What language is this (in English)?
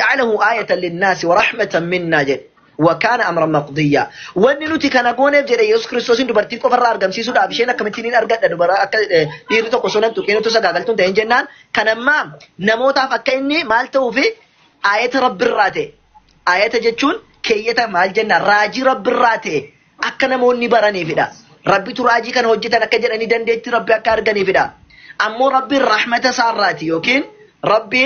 Oromo